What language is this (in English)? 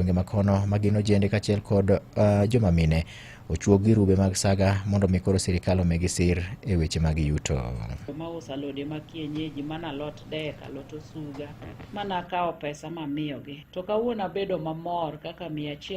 Luo (Kenya and Tanzania)